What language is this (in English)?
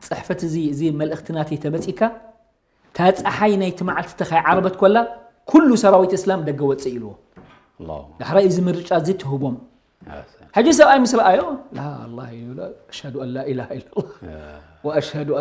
Tigrinya